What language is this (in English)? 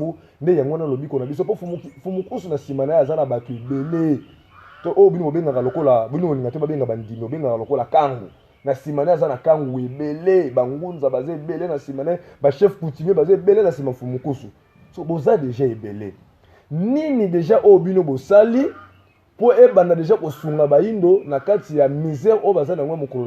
Lingala